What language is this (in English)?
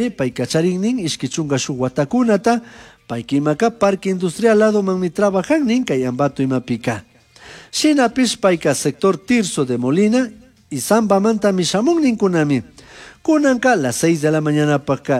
Chimborazo Highland Quichua